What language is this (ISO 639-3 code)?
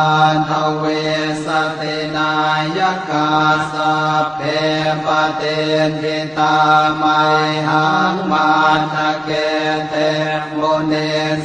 pli